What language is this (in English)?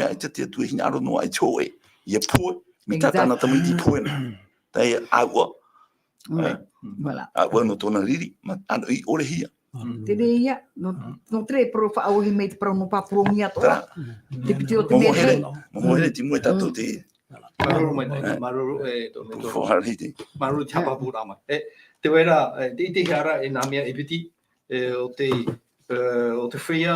Tahitian